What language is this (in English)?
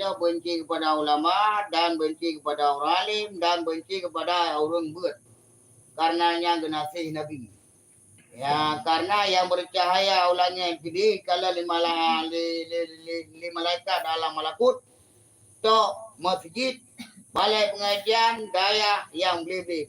Achinese